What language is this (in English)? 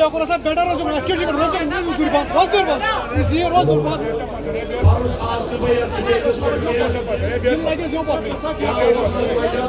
Kashmiri